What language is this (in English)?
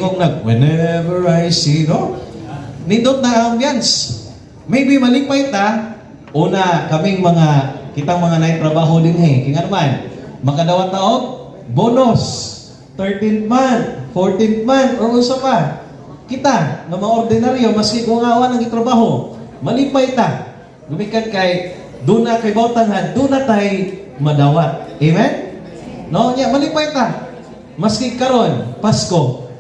Cebuano